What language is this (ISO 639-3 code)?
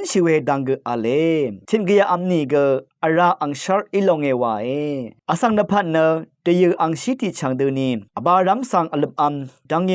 raw